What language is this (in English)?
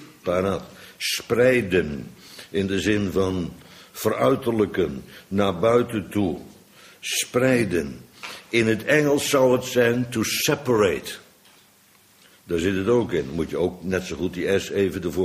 Dutch